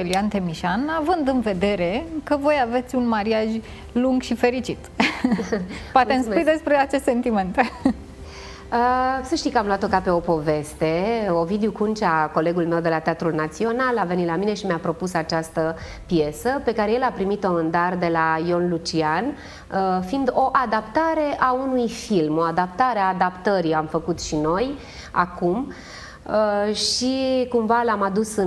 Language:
Romanian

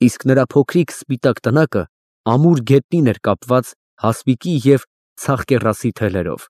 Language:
Armenian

